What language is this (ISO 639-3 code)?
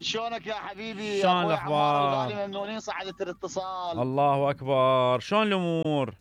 acm